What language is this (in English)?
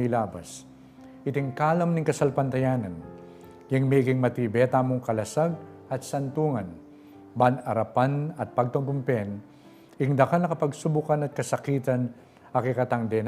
Pampanga